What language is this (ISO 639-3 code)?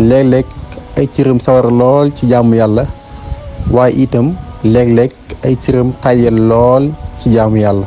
wol